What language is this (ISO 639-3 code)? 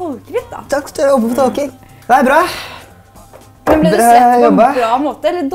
nor